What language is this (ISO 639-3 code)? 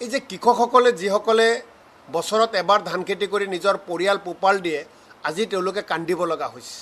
asm